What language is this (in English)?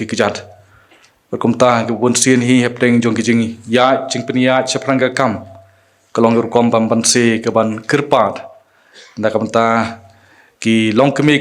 Khasi